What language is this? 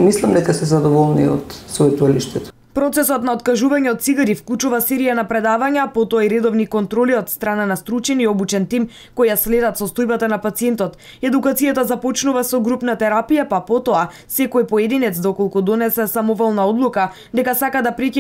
Macedonian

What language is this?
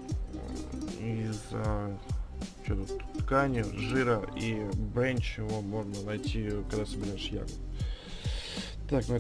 Russian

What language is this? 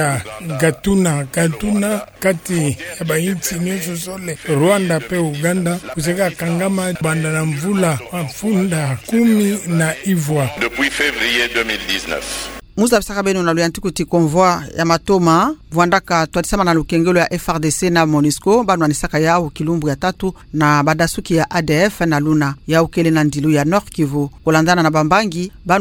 Kituba (Democratic Republic of Congo)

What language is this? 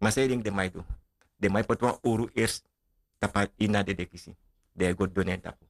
Sranan Tongo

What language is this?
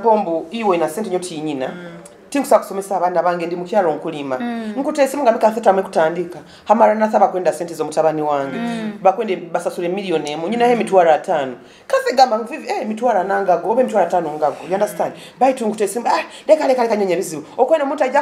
Nyoro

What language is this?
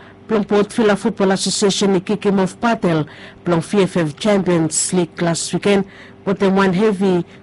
Bislama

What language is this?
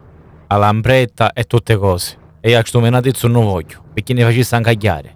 Sicilian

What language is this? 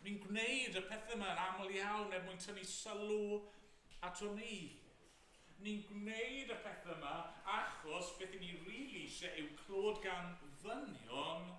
Welsh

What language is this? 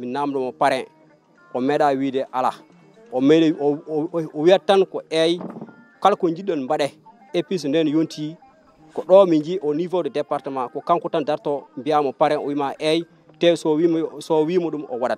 Fula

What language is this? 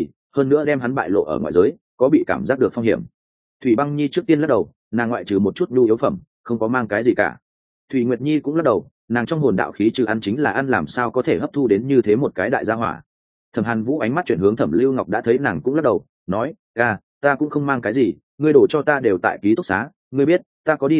Vietnamese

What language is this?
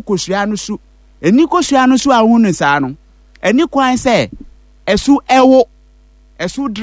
Akan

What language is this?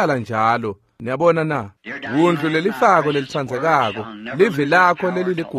Swati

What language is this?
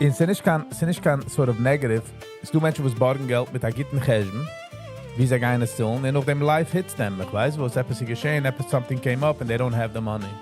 Yiddish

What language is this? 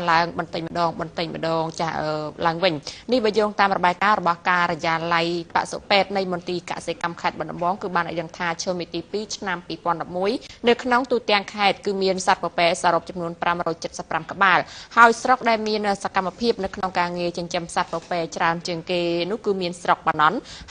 Khmer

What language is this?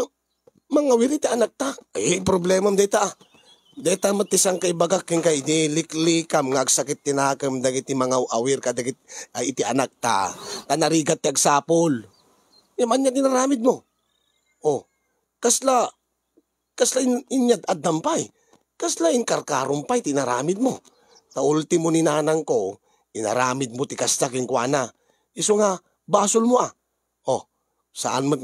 Iloko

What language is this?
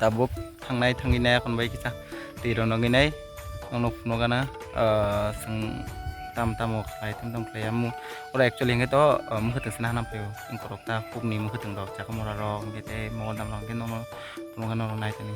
Kok Borok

